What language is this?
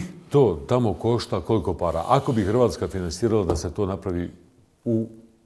Bosnian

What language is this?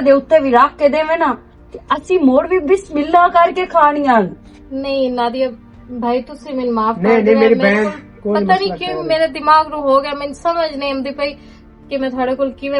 Western Panjabi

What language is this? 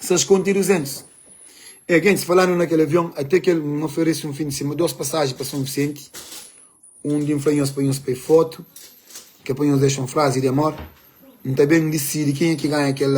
Kabuverdianu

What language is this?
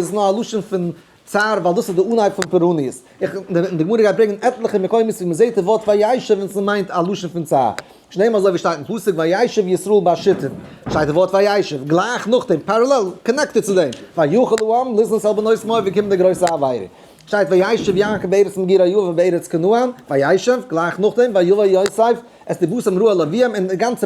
Yiddish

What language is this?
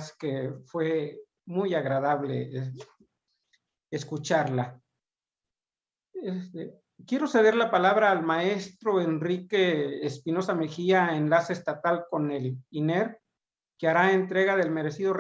Spanish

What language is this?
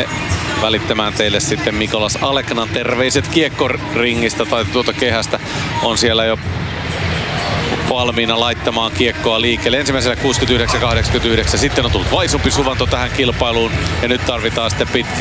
Finnish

